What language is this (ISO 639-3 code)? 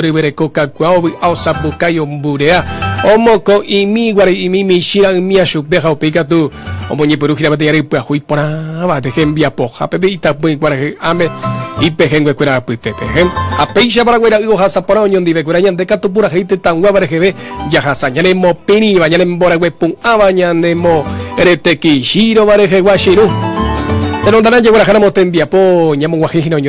grn